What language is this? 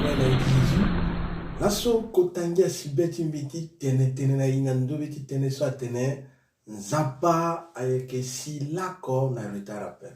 Sango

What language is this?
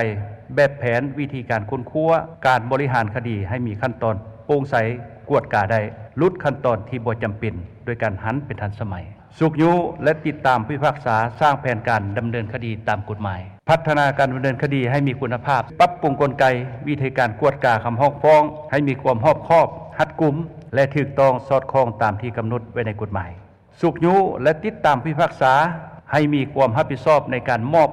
Lao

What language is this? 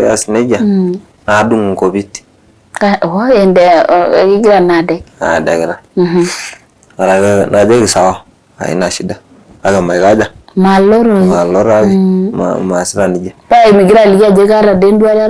Masai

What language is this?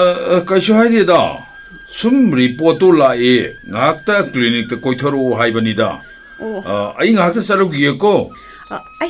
Manipuri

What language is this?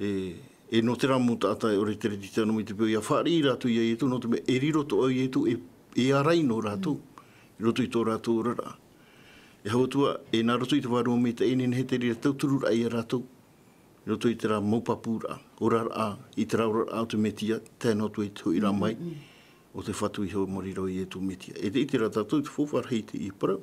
Tahitian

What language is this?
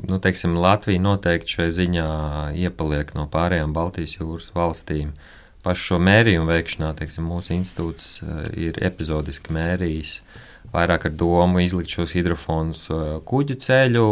Latvian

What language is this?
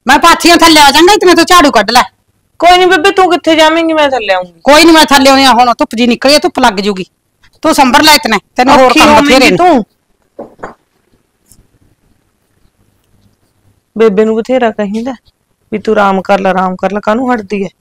Punjabi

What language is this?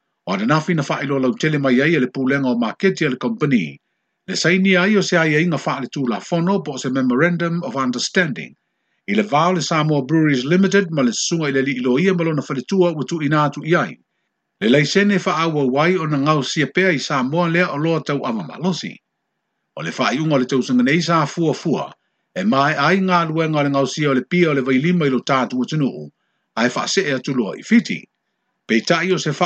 Samoan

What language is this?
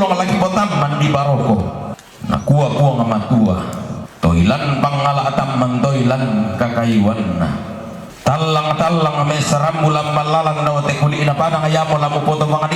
Toraja-Sa'dan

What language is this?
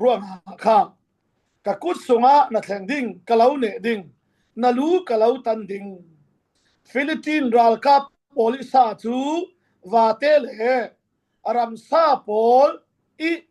Falam Chin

